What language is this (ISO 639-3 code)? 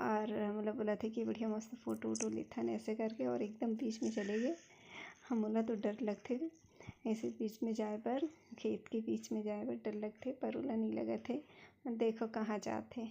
hne